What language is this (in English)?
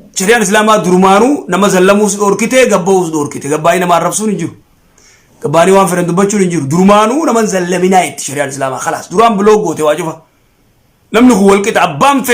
Oromo